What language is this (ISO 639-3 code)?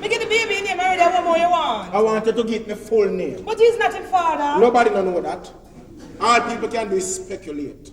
jam